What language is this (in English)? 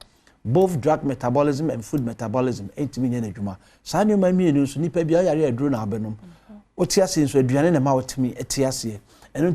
Akan